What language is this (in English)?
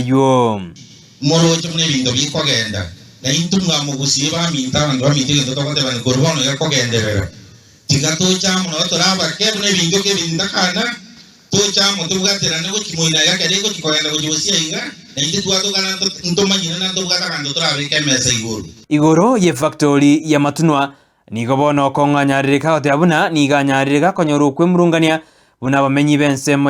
Gusii